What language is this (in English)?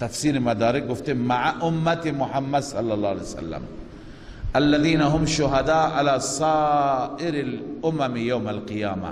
Persian